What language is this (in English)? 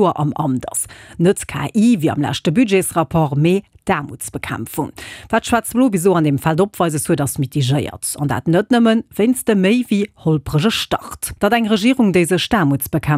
Luxembourgish